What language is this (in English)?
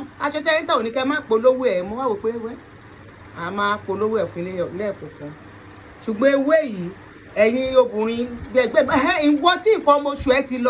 Yoruba